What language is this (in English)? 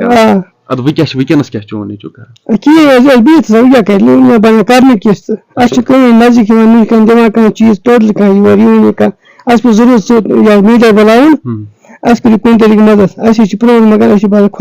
Kashmiri